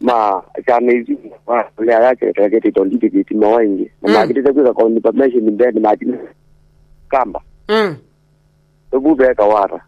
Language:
Kamba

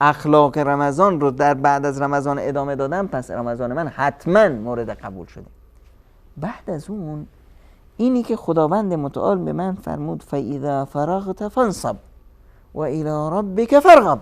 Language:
Persian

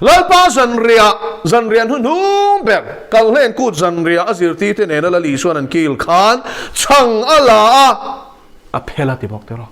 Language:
Mizo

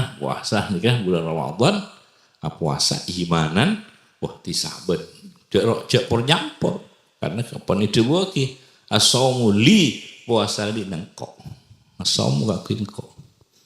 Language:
Madurese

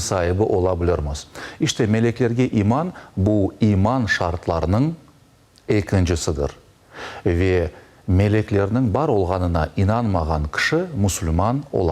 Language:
Crimean Tatar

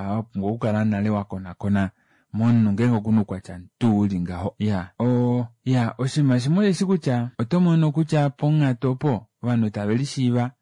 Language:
Kuanyama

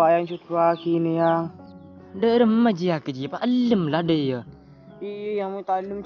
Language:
Madurese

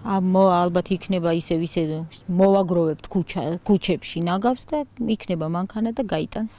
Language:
Georgian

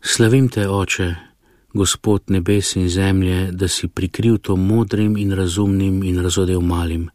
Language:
Slovenian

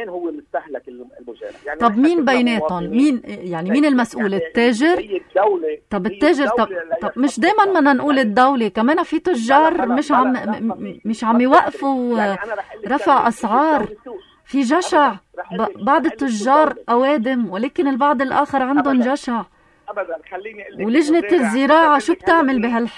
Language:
North Levantine Arabic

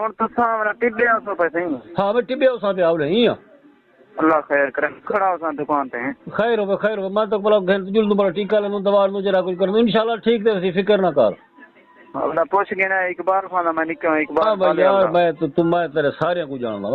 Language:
Saraiki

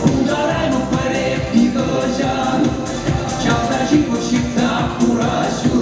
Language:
Chuvash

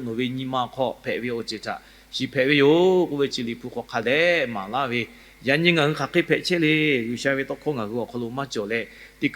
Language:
Lahu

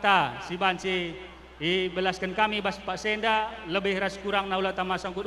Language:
Batak Karo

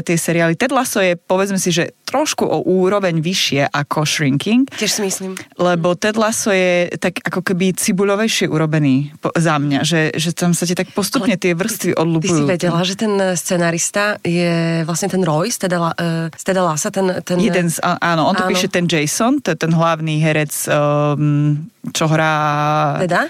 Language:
Slovak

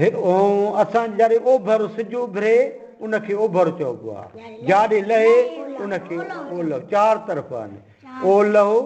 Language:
Sindhi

